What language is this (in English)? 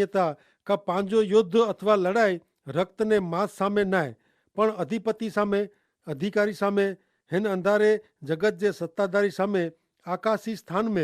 Kachhi